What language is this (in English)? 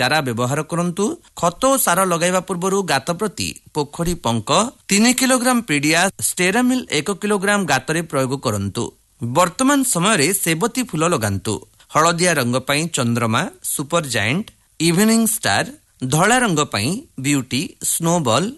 Odia